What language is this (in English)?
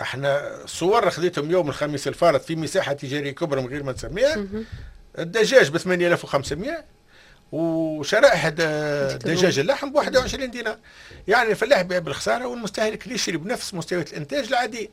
Tunisian Arabic